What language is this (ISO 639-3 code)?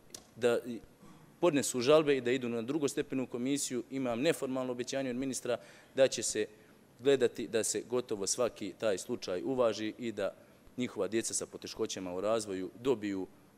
srp